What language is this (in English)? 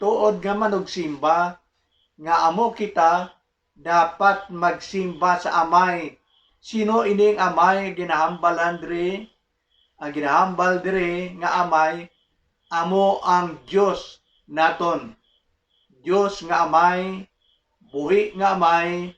Hiligaynon